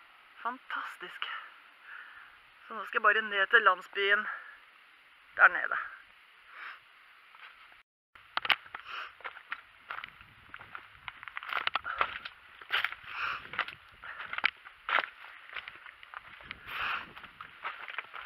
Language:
Norwegian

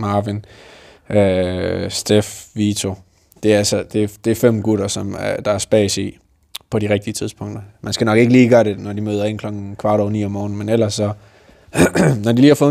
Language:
Danish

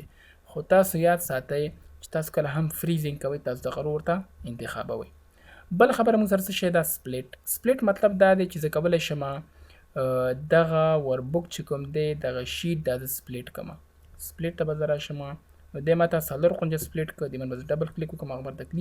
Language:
Pashto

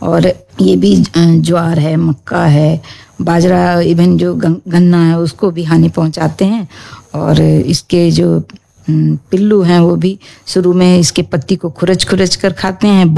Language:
Hindi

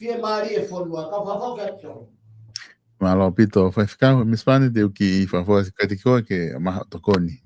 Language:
Tongan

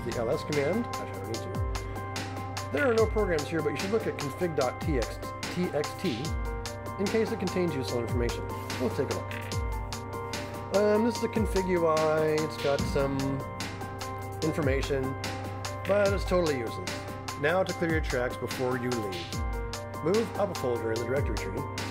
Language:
English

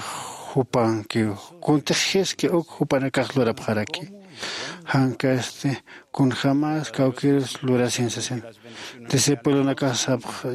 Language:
Aymara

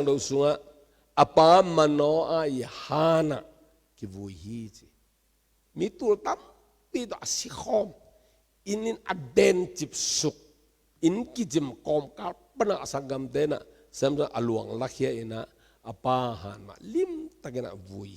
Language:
Tedim Chin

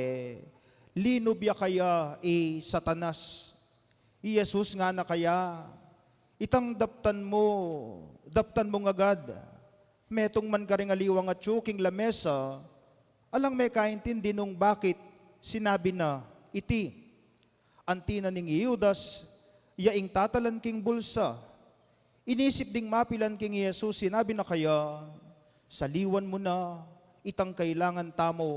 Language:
Pampanga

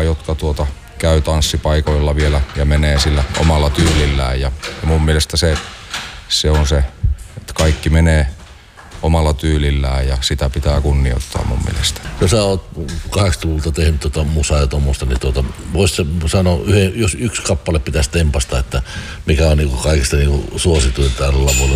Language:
Finnish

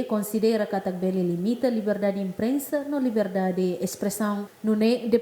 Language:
Tetum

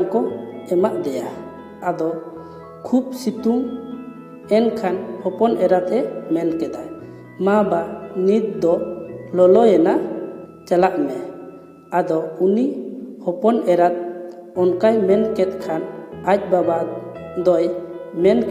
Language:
Santali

